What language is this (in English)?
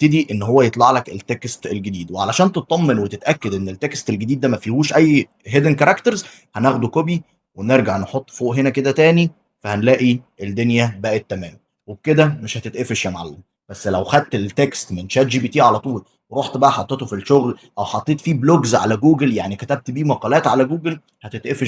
Egyptian Arabic